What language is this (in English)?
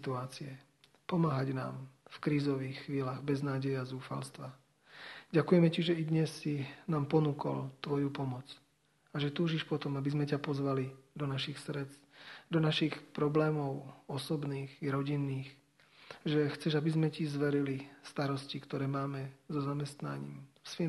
Slovak